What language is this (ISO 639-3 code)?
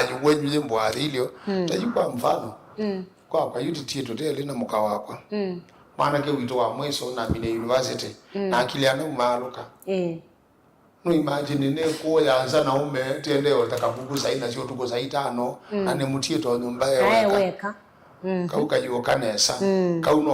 kam